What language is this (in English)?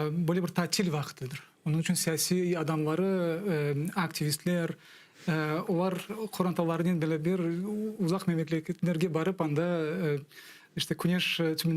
Crimean Tatar